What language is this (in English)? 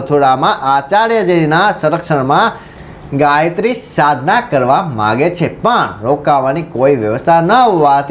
Gujarati